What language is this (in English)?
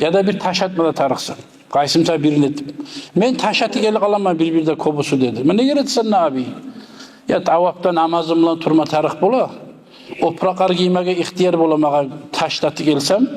Kumyk